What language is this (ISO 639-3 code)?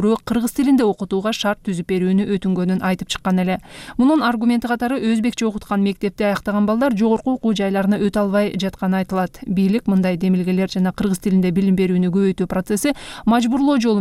kir